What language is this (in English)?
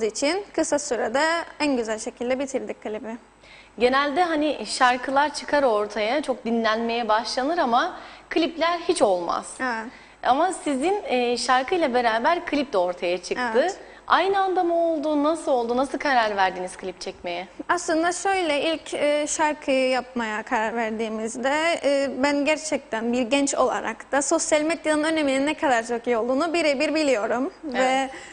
Turkish